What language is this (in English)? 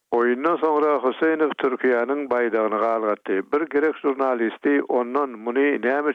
Turkmen